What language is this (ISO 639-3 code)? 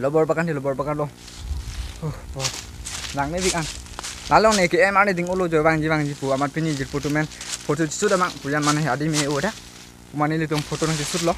mjw